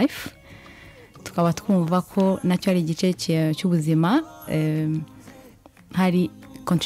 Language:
Kinyarwanda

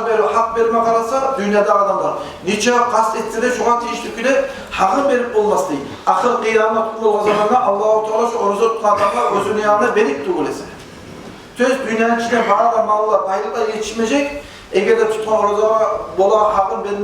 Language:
Kumyk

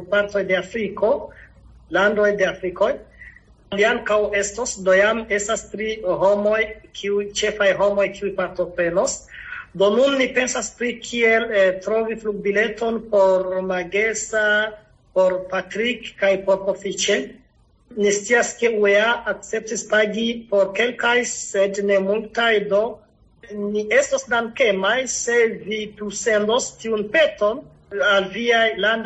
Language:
Esperanto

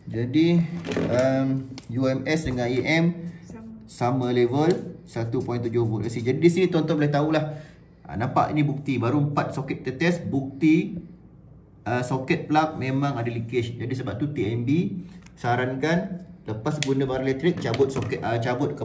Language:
Malay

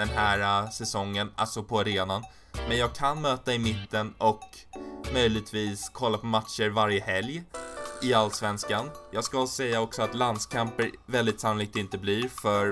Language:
Swedish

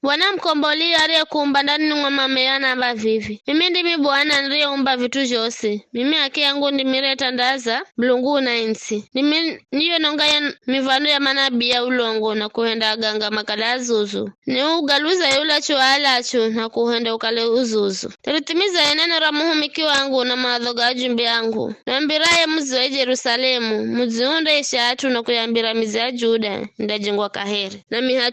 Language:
Giryama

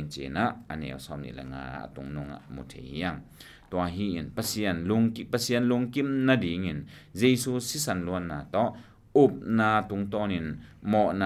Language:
Tedim Chin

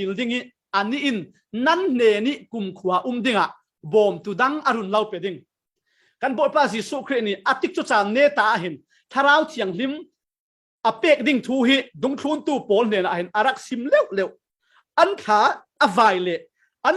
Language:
Falam Chin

